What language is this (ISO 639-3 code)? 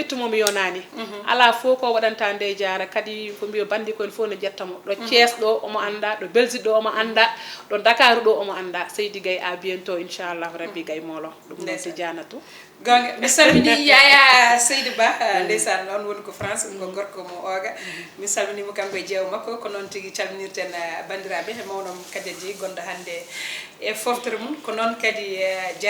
ful